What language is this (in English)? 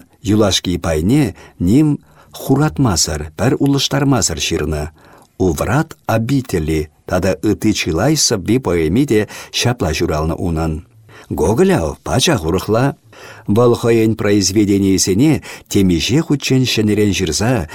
Chuvash